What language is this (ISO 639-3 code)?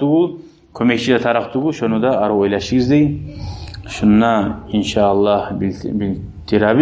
kum